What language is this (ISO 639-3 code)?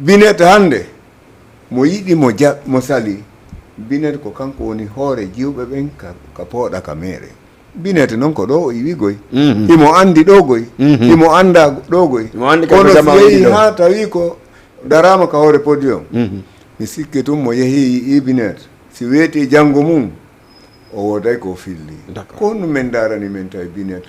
ful